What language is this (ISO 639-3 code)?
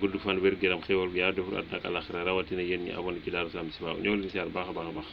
wol